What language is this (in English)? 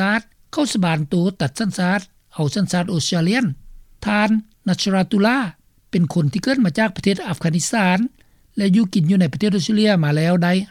Lao